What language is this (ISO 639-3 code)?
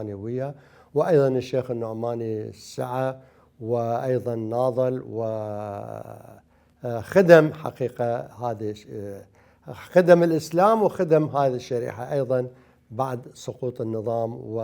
acm